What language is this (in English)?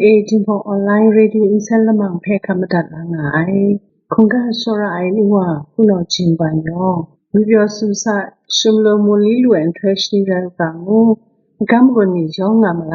Kachin